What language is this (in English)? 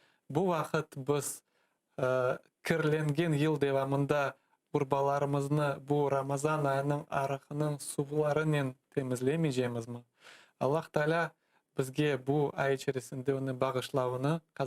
Crimean Tatar